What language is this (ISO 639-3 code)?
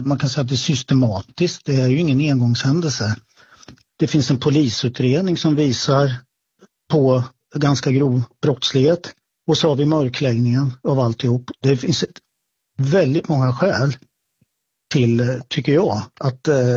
swe